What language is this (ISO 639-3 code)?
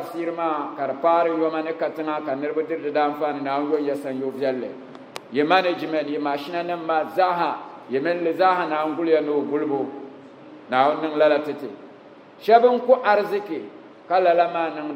dag